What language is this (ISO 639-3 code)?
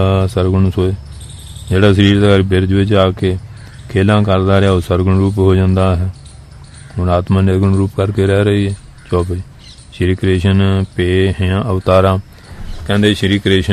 pan